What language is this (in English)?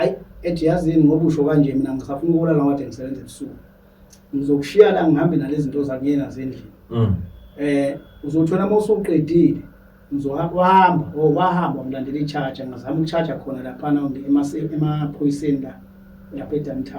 Zulu